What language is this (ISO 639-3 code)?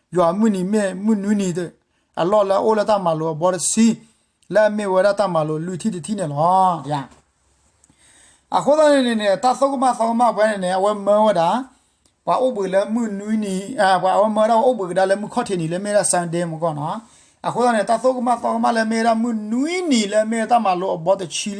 ksw